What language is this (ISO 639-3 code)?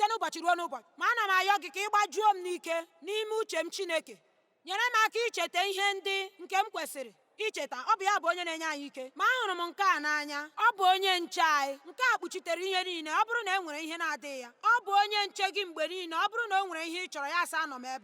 ibo